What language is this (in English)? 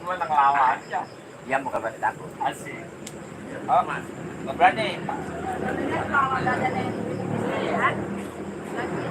Betawi